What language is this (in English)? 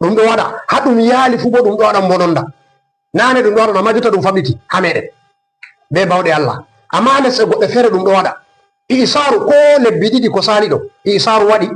Fula